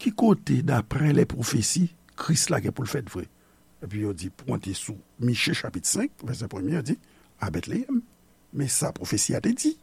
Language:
Haitian Creole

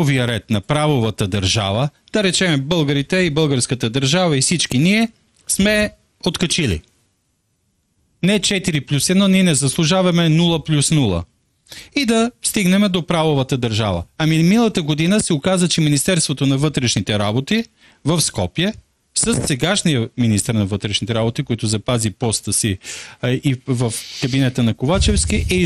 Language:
Bulgarian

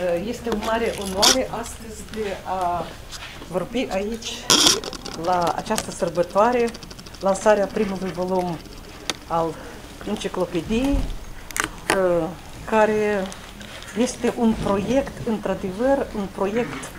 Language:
Romanian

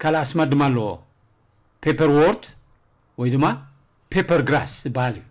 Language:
Tigrinya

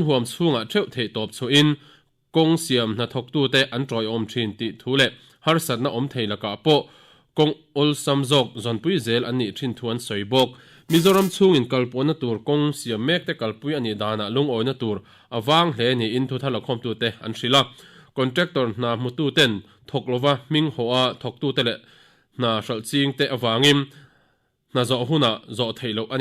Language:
Mizo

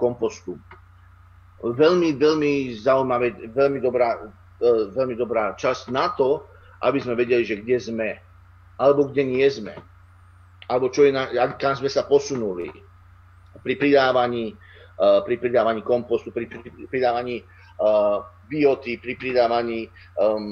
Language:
Slovak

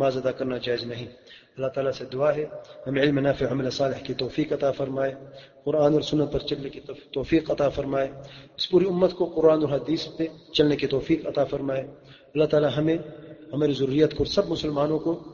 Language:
Urdu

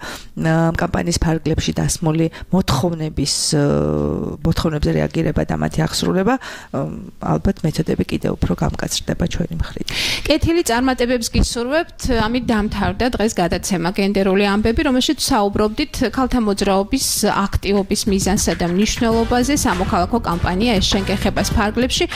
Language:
Georgian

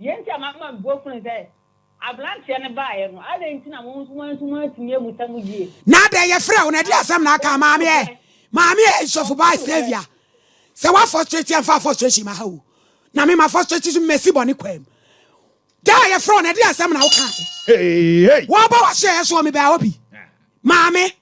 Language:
Akan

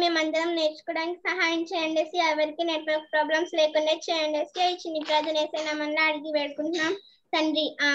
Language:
Telugu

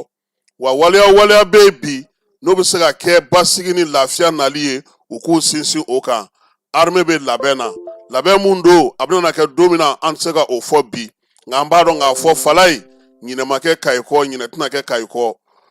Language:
Bambara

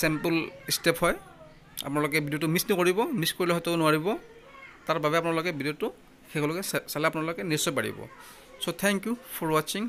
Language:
Assamese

